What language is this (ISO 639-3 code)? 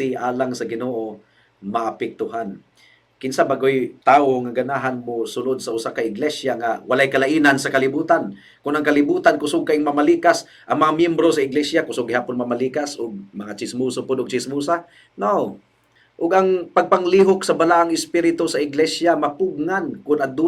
ceb